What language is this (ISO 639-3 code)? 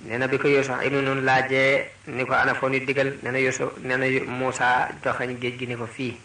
wol